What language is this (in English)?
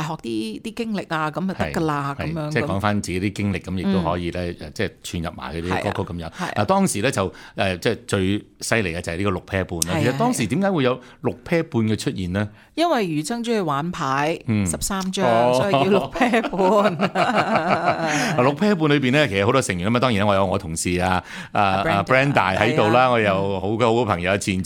Cantonese